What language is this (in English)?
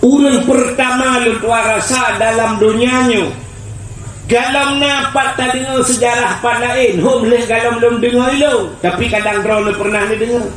Achinese